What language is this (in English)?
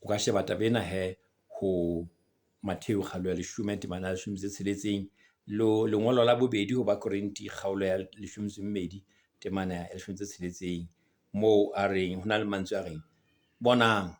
Southern Sotho